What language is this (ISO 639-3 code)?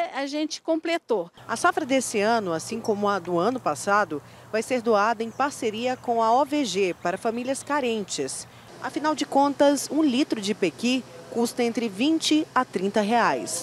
por